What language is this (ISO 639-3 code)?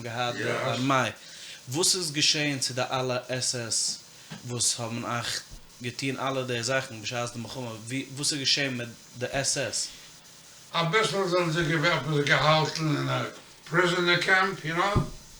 yid